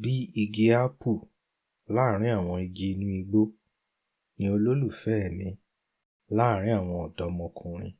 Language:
Yoruba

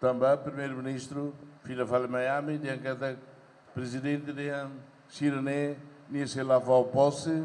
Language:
Tetum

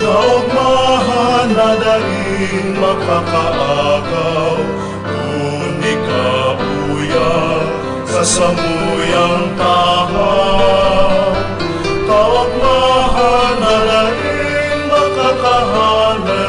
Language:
Bikol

